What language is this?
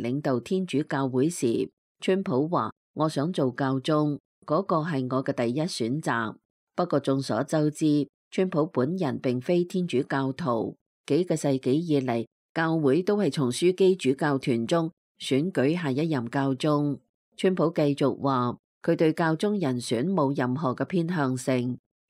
Cantonese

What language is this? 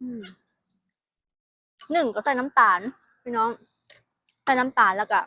Lao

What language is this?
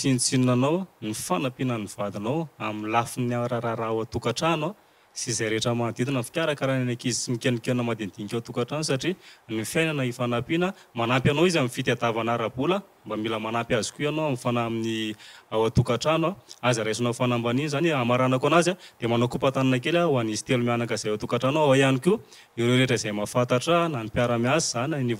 Malagasy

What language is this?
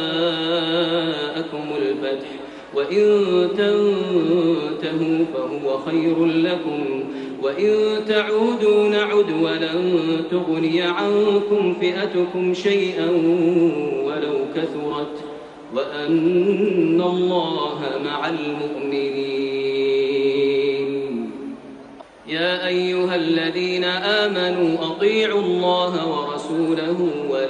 Arabic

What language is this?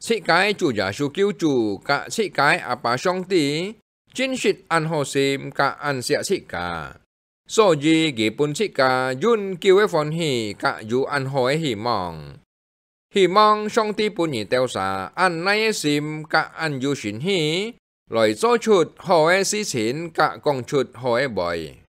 Hakka Chinese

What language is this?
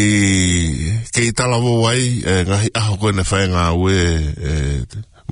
Tongan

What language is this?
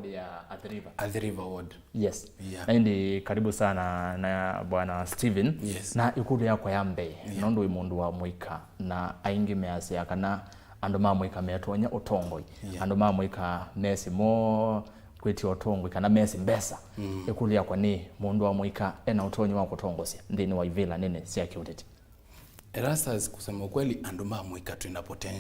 Kamba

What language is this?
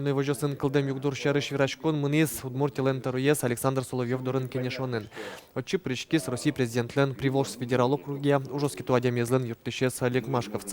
Udmurt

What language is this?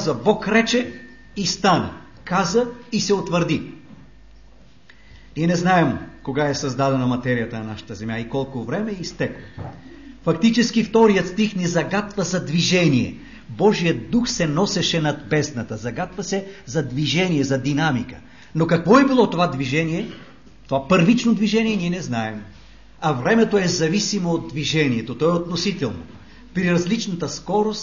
Bulgarian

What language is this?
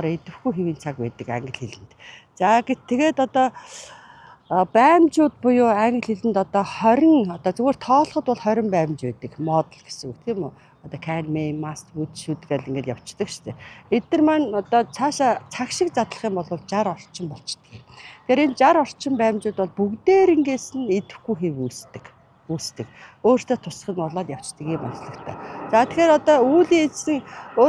Mongolian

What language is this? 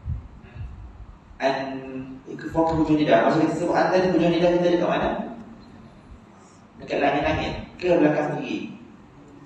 Malay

